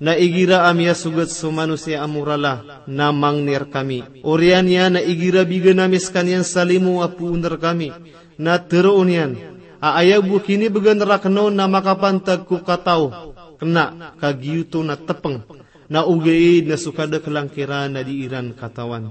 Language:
Maranao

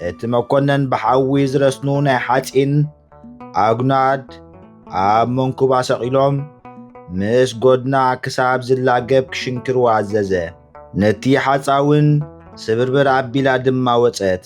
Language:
Tigrinya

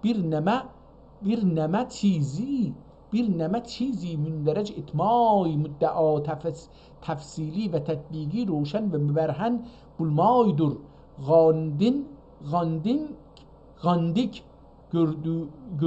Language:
South Azerbaijani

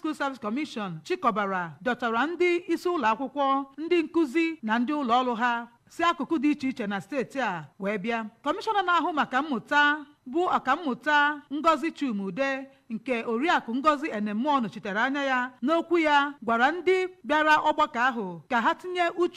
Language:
Igbo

